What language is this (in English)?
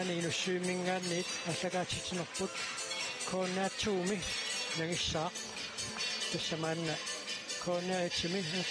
Kalaallisut